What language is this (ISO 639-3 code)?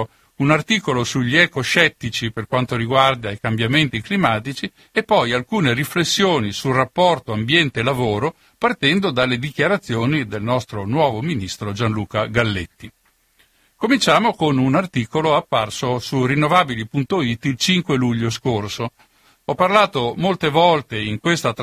ita